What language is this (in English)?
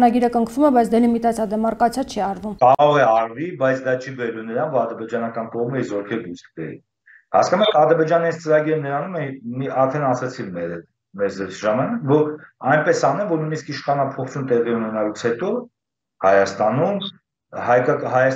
Armenian